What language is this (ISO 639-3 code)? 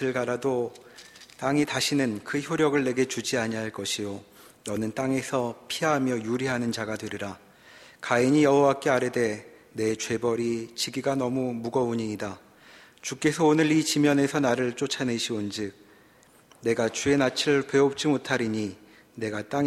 kor